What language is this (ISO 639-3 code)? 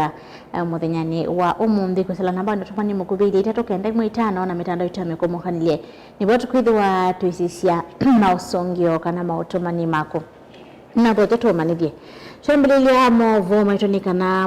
kam